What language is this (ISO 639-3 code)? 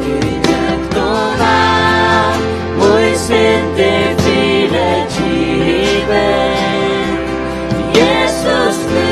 fao